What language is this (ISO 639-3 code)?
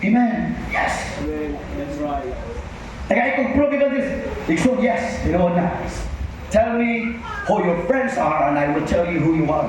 ceb